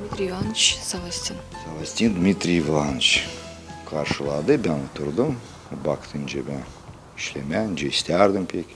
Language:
Gagauz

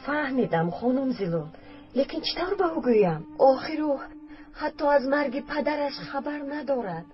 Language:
Tajik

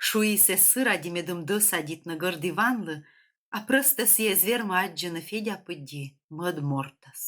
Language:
Komi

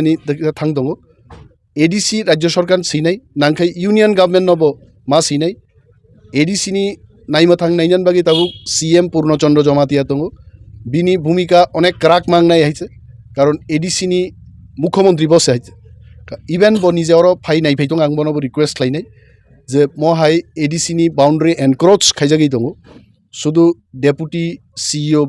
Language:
Kok Borok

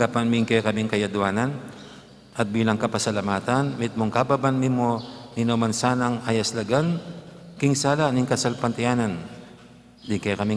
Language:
Pampanga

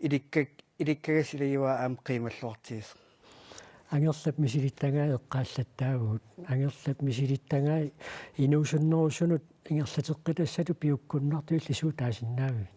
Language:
Kalaallisut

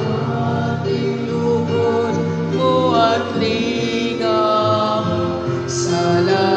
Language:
Pampanga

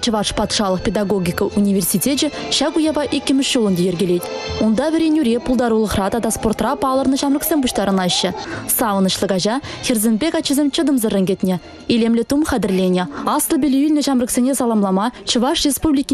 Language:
Chuvash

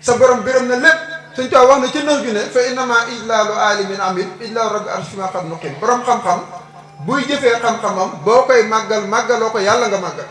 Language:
Wolof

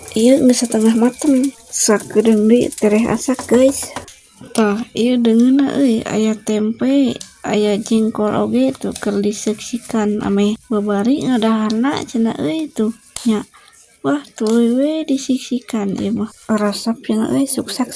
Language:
Sundanese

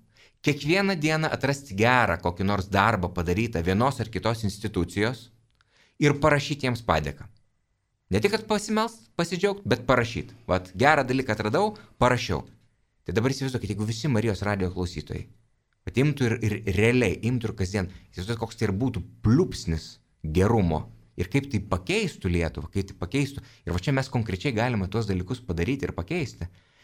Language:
Lithuanian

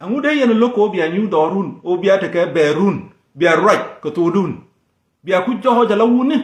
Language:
Nuer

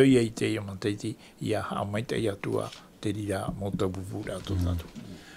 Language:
Tahitian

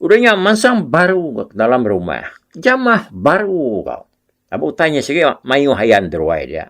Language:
Iban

